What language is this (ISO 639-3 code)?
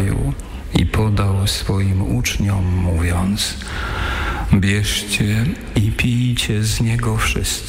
pol